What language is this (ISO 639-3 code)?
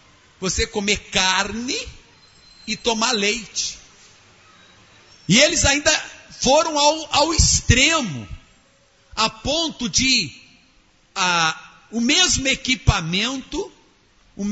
por